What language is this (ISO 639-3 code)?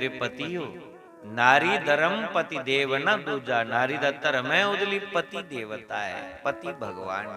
doi